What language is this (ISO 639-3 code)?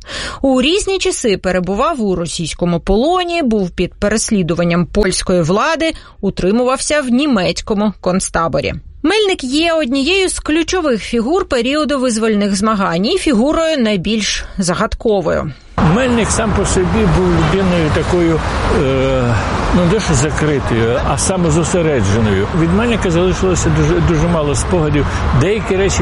ukr